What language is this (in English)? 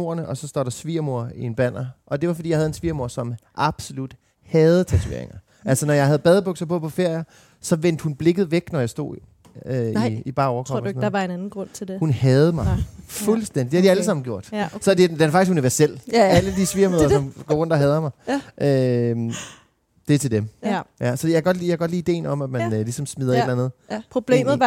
Danish